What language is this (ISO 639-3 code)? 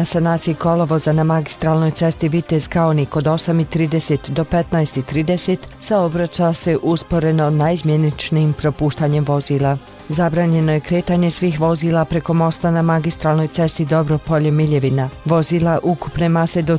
bos